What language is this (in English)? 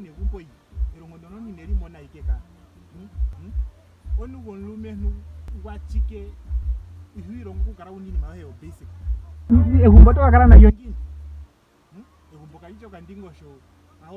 Ndonga